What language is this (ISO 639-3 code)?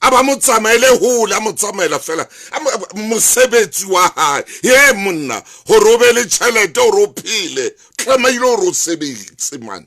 sot